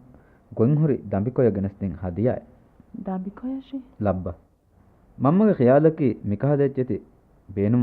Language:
Divehi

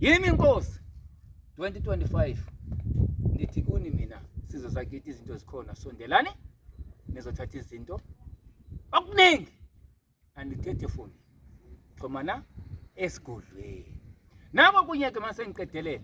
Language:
Zulu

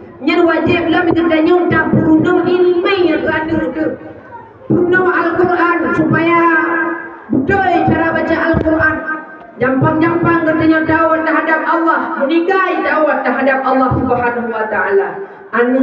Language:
Achinese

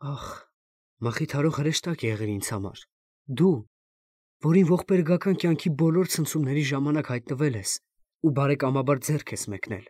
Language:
Armenian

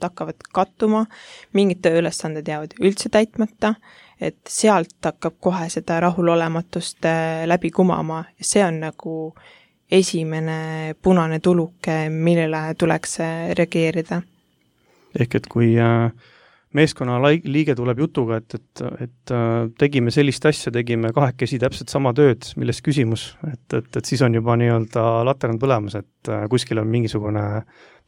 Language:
Estonian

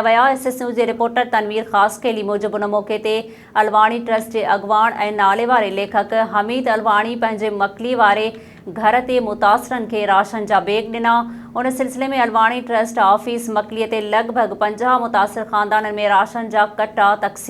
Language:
Sindhi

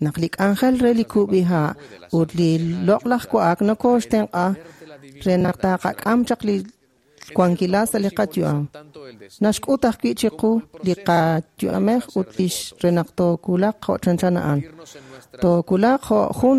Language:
Kekchí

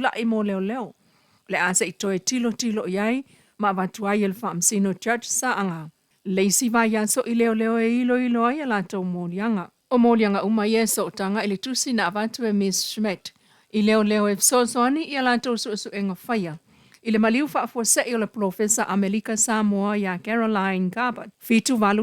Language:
Samoan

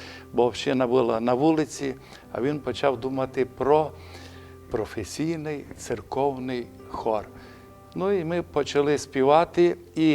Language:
Rusyn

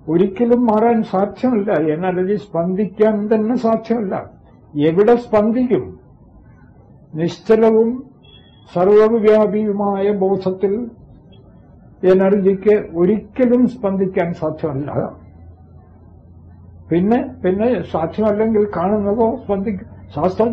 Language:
Malayalam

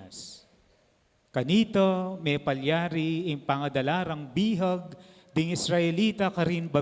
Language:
Pampanga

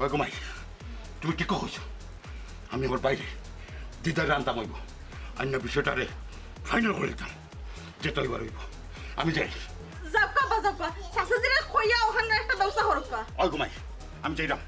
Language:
Sylheti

